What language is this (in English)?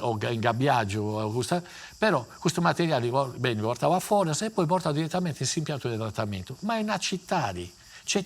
Sardinian